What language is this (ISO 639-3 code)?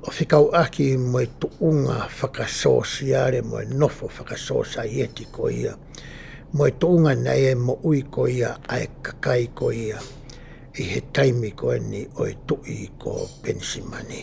ton